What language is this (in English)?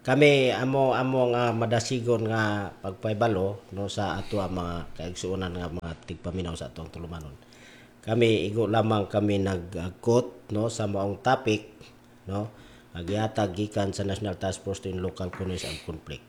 Cebuano